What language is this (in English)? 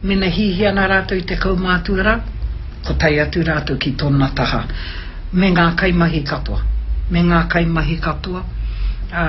Māori